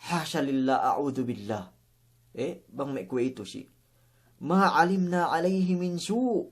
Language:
Yakan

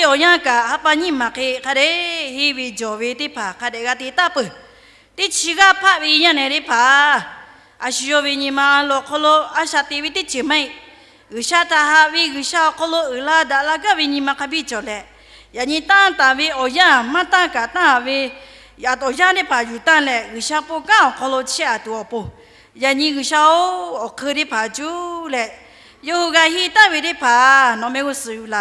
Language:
Lahu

